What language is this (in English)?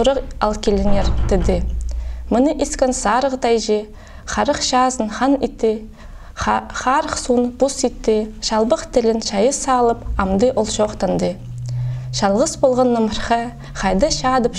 Khakas